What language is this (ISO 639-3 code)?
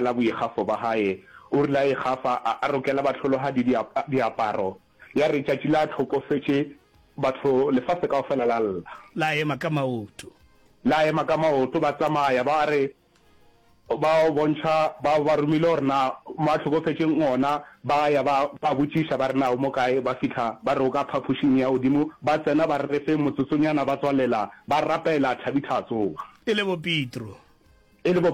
nso